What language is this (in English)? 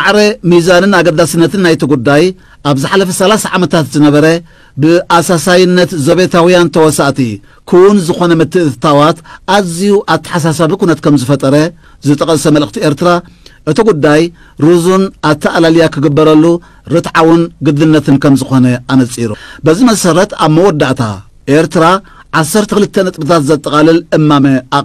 Tigrinya